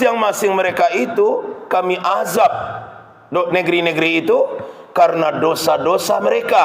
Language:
Minangkabau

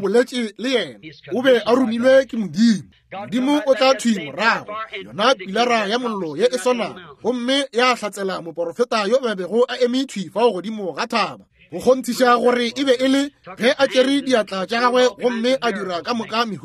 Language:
Northern Sotho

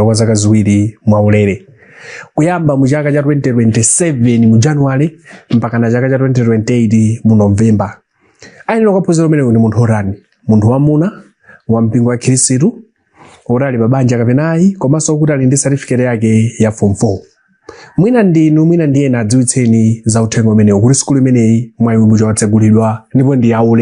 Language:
Nyanja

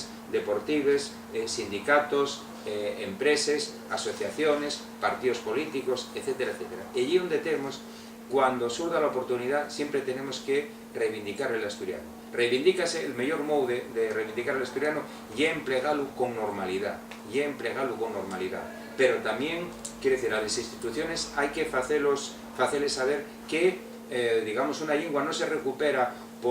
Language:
Asturian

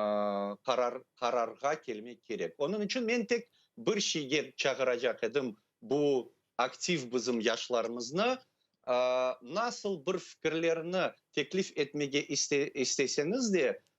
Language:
Crimean Tatar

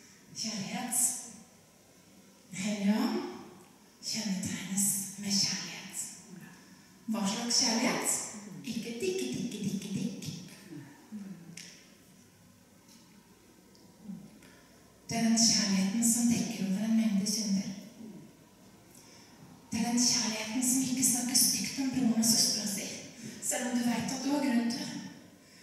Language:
Norwegian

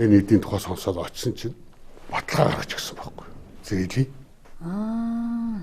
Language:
Mongolian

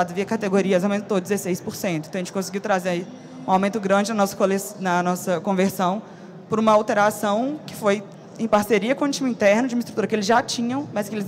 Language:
Portuguese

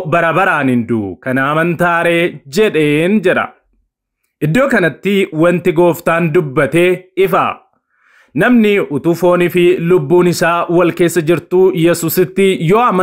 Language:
Oromo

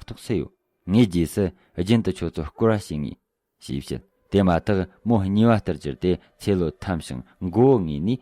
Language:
Tibetan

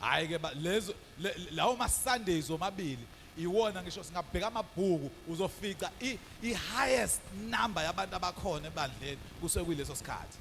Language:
Zulu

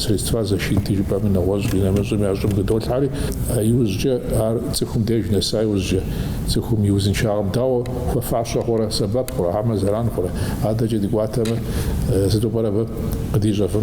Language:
Kabardian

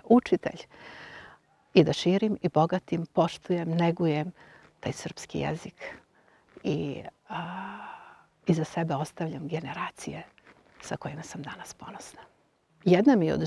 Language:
Serbian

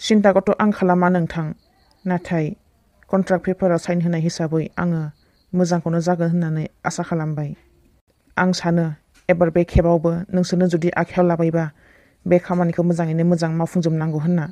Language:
Bodo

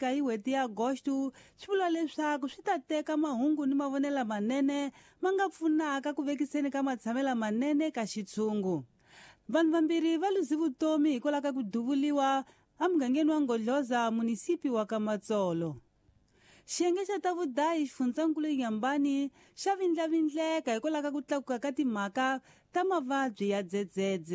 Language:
Tsonga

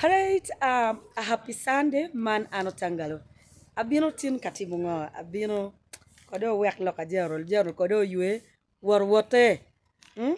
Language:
Acoli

